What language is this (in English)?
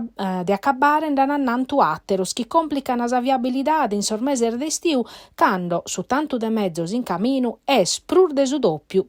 Sardinian